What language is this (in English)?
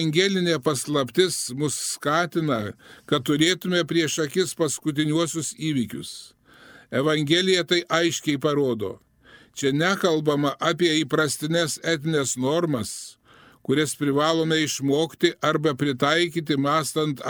Lithuanian